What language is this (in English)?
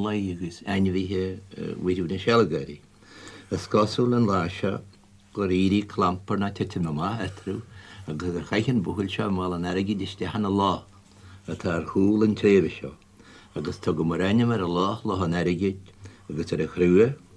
Irish